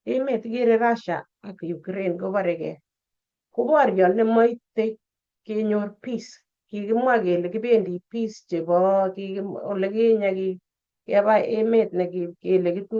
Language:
Kalenjin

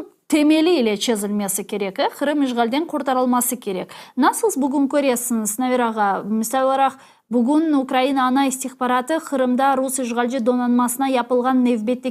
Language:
Crimean Tatar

